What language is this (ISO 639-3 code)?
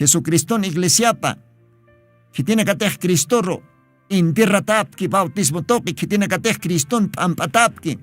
aym